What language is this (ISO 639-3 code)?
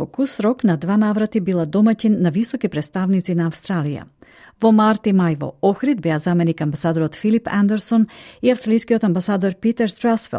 mkd